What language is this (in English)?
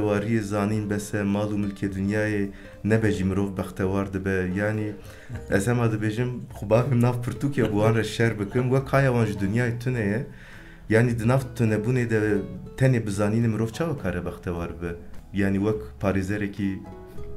Kurdish